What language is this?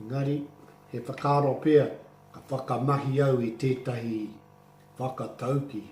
Māori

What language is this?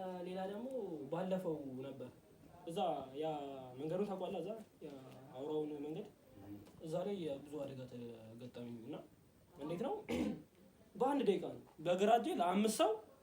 Amharic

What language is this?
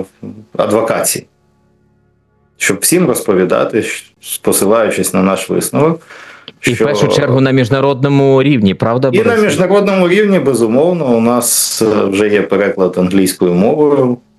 Ukrainian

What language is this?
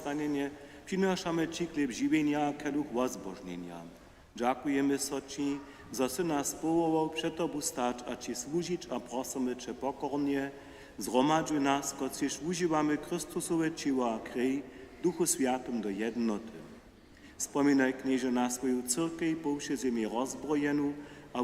Upper Sorbian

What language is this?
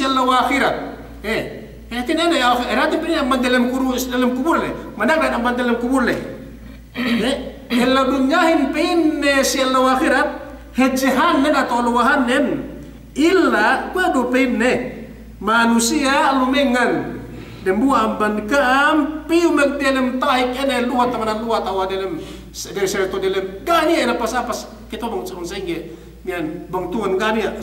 Yakan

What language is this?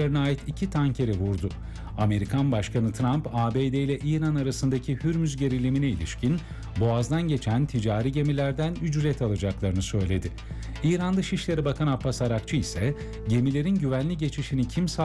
Turkish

